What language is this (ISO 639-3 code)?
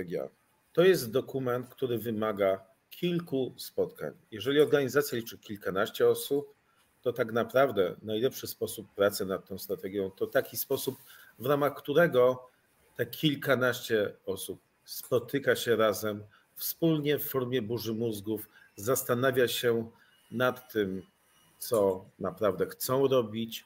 pol